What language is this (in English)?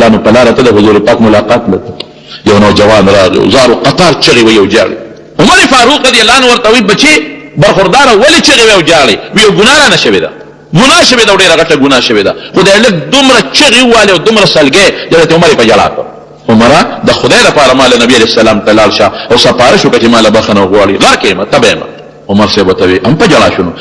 Pashto